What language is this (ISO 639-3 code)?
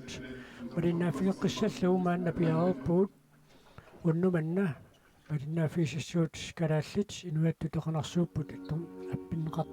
kal